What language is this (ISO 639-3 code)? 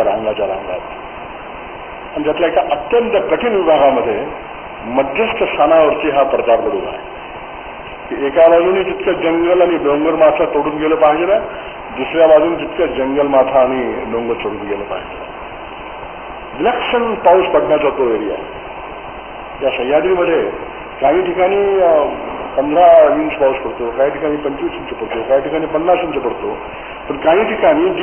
mar